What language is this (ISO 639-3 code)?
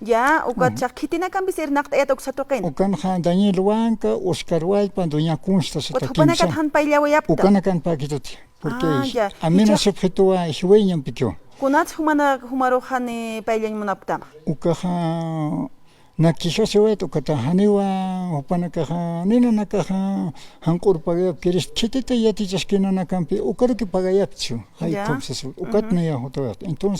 aym